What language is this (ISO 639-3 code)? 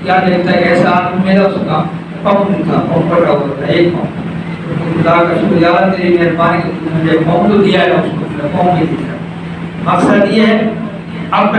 urd